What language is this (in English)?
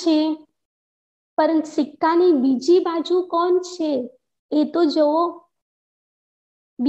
Gujarati